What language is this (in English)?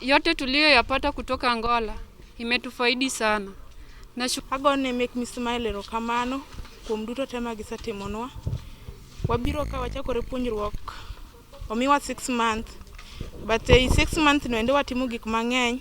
Luo (Kenya and Tanzania)